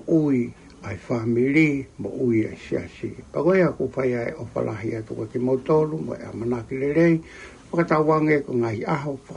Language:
Tongan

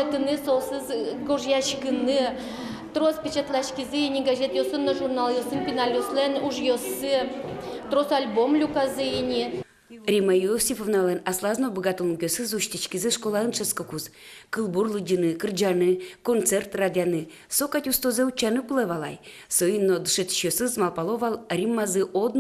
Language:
Udmurt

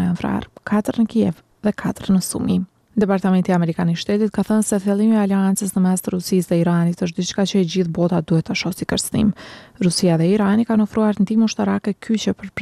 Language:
Albanian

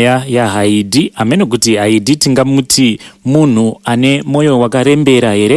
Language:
Shona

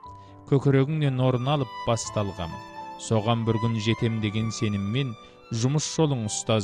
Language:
Kazakh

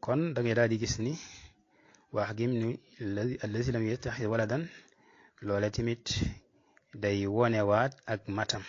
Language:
Wolof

